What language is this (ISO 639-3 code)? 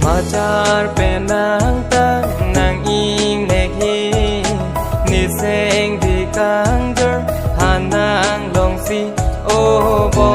mjw